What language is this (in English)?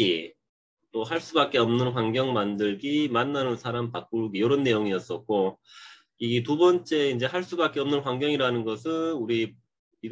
Korean